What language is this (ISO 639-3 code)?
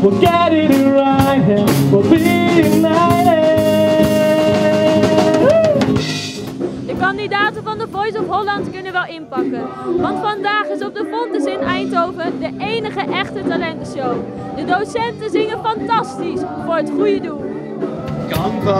nld